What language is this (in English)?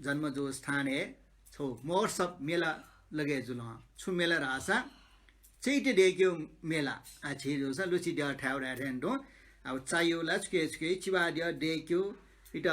Newari